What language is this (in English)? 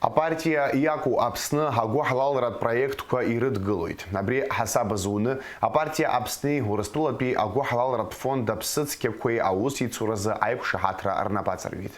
Abkhazian